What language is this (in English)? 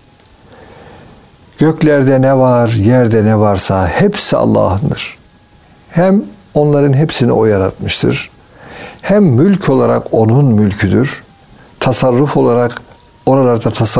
Turkish